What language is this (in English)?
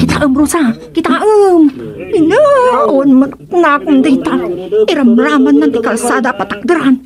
Iloko